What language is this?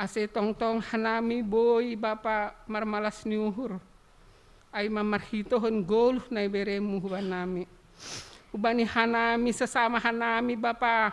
Batak Simalungun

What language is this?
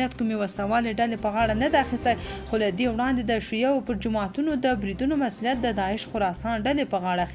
Pashto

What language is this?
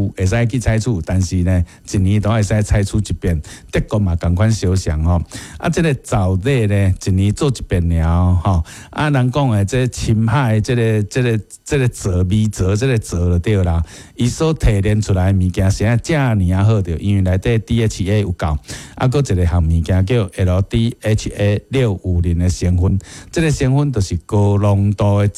Min Nan Chinese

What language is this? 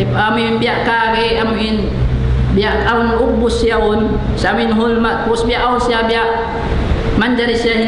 Tausug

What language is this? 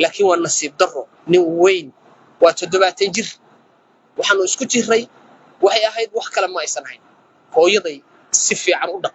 Somali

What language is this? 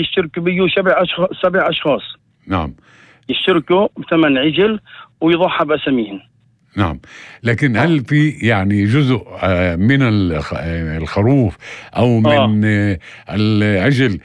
North Levantine Arabic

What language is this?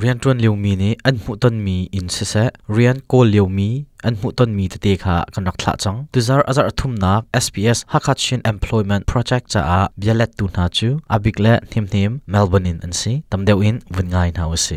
Hakha Chin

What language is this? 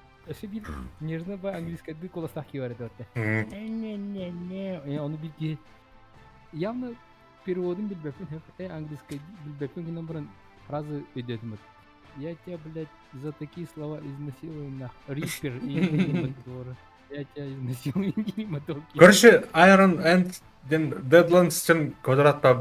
Yakut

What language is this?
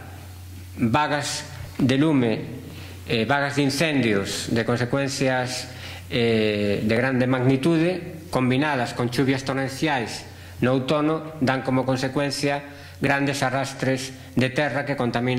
Galician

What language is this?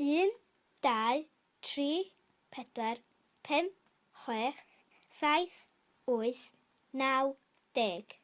Welsh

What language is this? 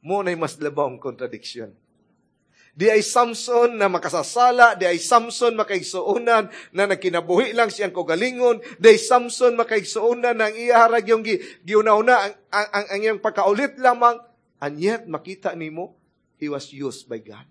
Cebuano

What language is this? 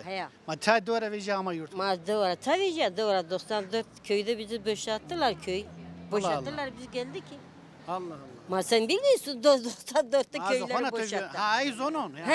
Zaza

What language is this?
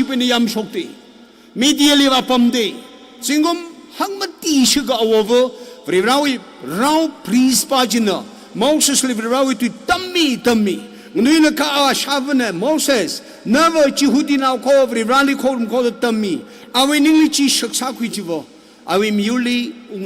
Tangkhul Naga (India)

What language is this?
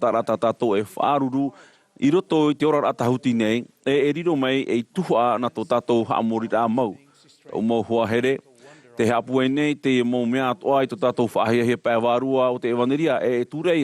Tahitian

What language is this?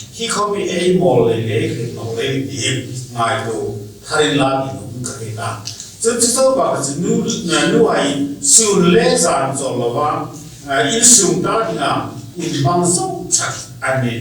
Hmar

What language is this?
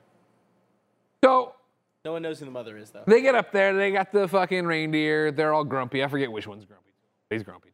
English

